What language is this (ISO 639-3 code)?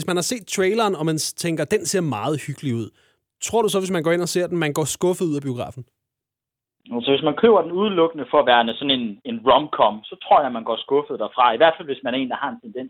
dan